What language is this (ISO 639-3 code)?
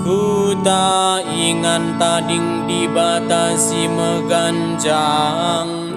btx